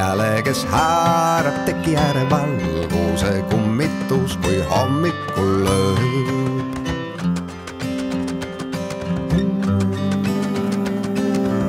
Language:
Estonian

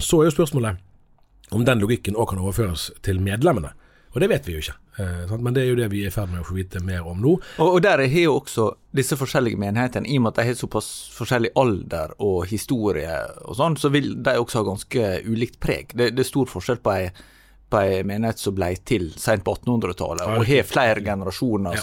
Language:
Norwegian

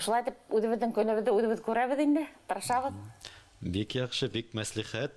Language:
Bashkir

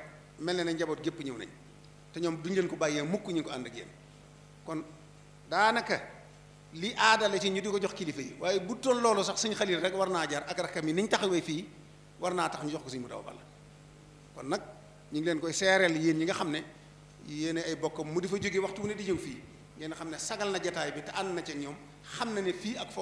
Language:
Wolof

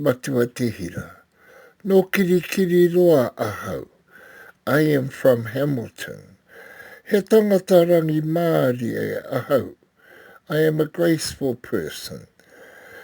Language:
Māori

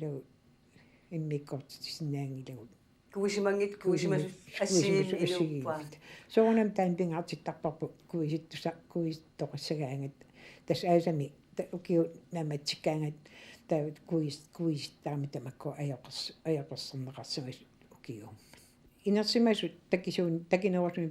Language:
Kalaallisut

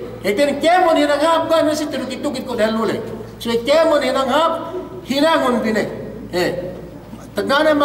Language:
Yakan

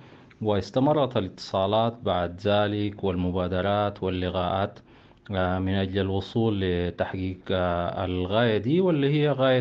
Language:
Sudanese Arabic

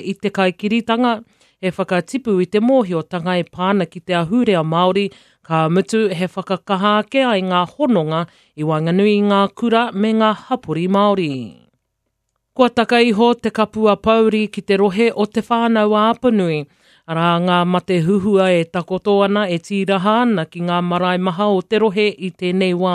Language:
Māori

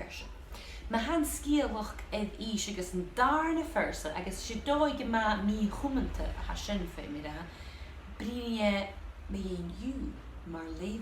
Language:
Scottish Gaelic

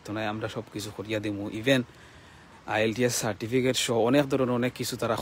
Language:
Sylheti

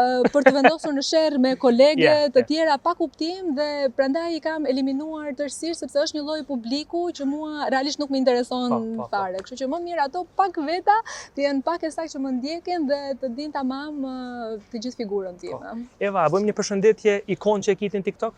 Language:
Albanian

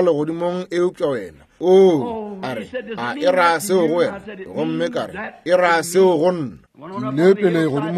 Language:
Northern Sotho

